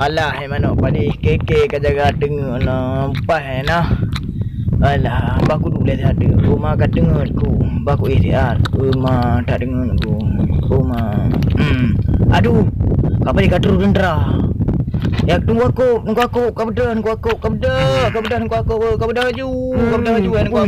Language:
Achinese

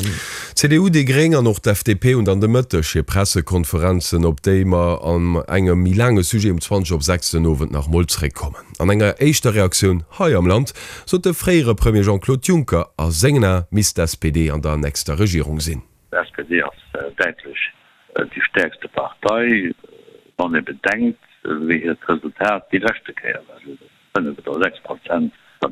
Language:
Luxembourgish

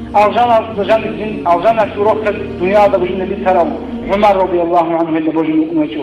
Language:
Avaric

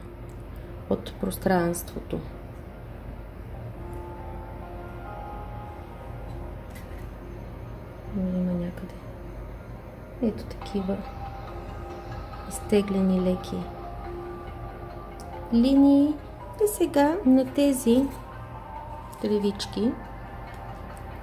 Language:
Bulgarian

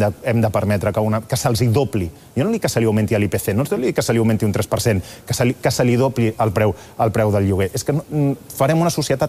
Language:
Catalan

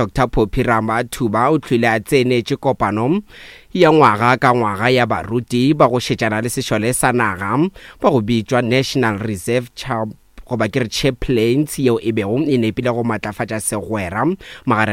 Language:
Northern Sotho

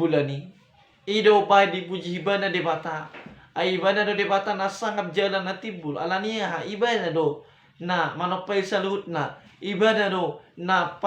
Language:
Batak Toba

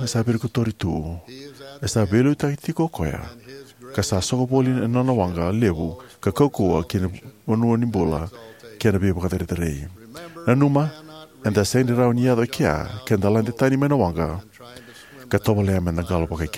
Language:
Fijian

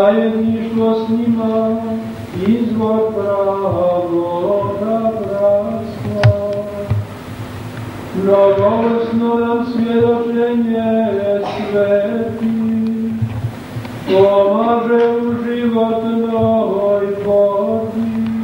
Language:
Croatian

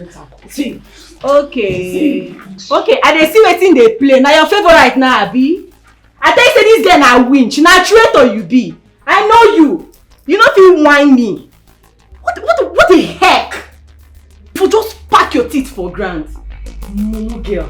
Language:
Nigerian Pidgin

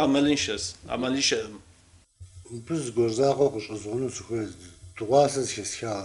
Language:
Kabardian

